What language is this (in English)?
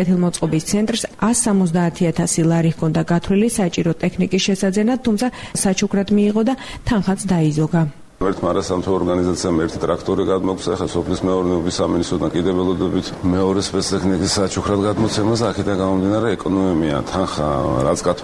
Georgian